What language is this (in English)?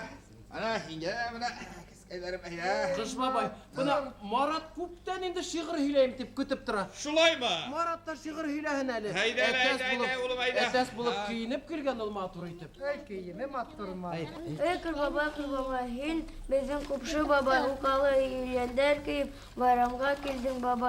Bashkir